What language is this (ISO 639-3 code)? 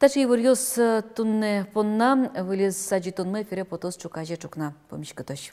udm